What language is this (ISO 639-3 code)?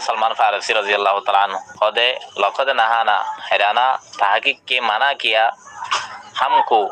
rhg